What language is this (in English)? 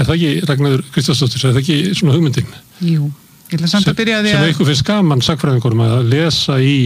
Icelandic